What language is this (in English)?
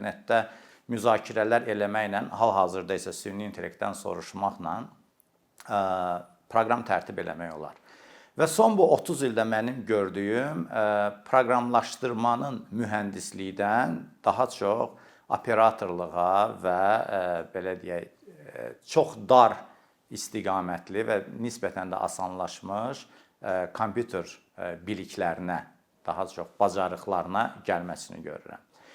Azerbaijani